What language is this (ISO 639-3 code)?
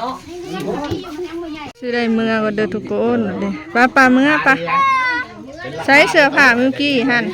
lao